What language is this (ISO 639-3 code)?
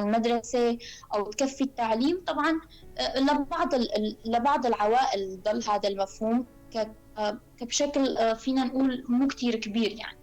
apc